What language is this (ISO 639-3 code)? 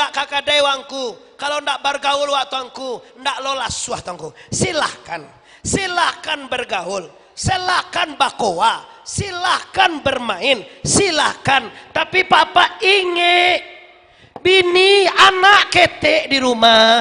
min